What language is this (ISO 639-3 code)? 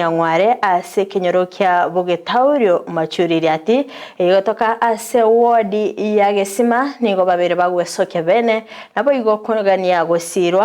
guz